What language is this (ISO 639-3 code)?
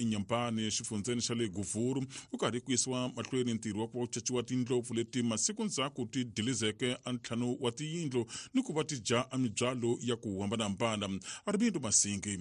tso